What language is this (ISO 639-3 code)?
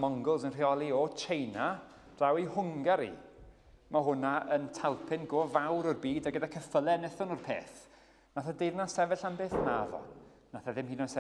cym